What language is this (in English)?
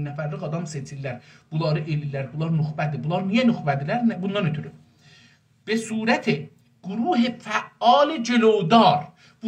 South Azerbaijani